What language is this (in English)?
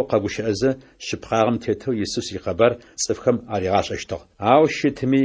Adyghe